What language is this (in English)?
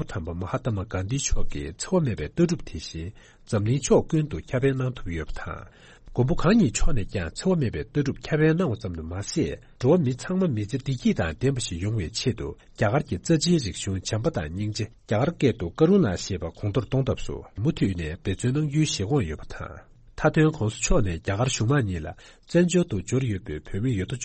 Tibetan